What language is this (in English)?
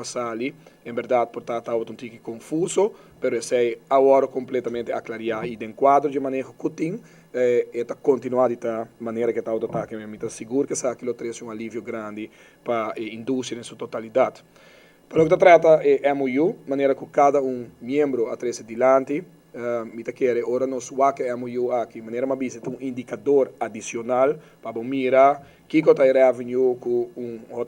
Papiamento